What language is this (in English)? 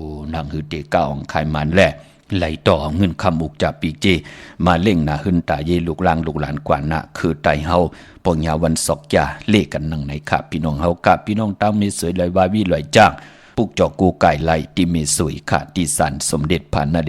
Shan